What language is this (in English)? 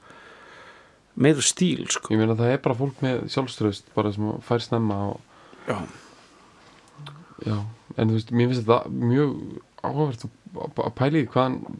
Icelandic